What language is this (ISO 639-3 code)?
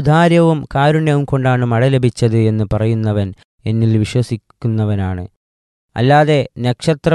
mal